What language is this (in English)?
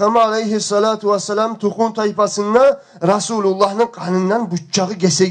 Kumyk